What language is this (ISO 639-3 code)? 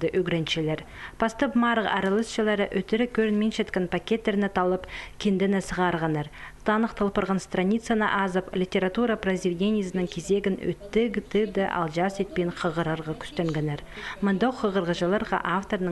kjh